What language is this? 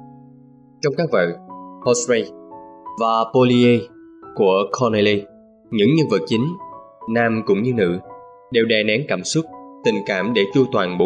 Vietnamese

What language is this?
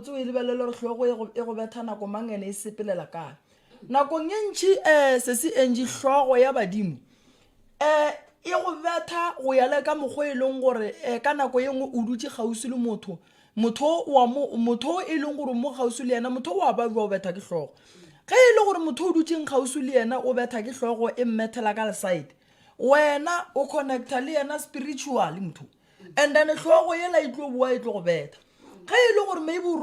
Northern Sotho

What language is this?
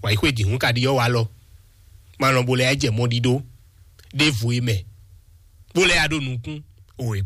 Fon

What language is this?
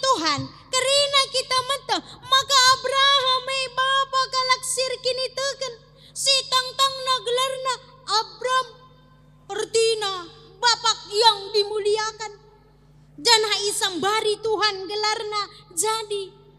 Batak Karo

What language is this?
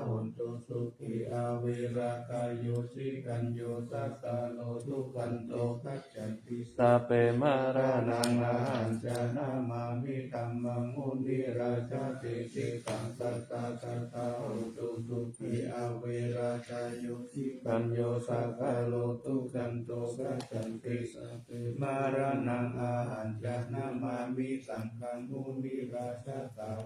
Pali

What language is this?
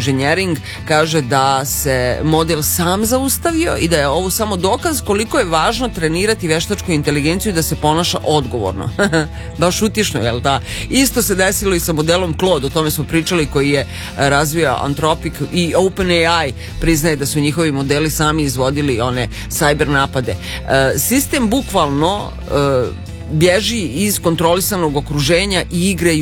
Serbian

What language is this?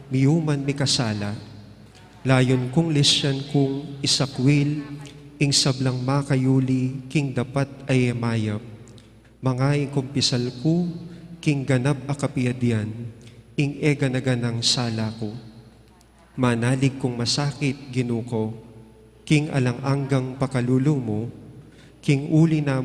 Pampanga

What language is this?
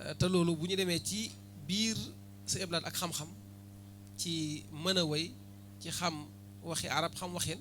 Wolof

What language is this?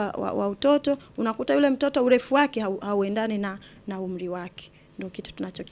Swahili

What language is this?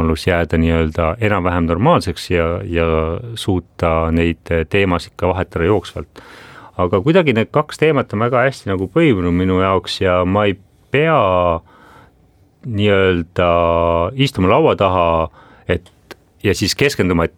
Estonian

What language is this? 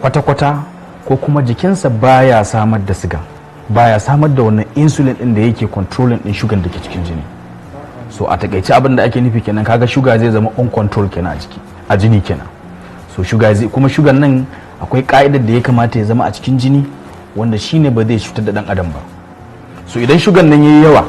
Hausa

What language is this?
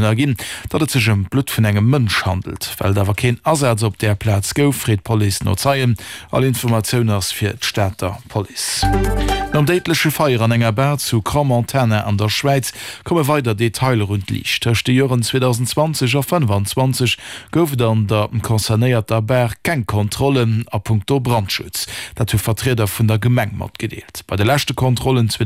Luxembourgish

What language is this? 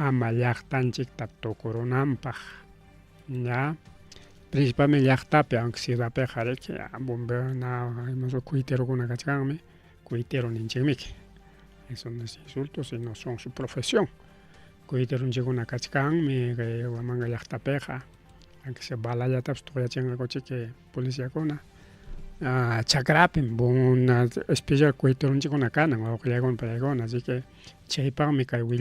Ayacucho Quechua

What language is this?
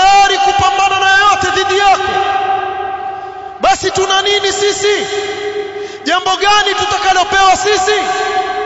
Swahili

